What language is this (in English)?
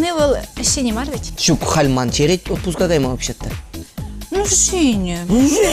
Chuvash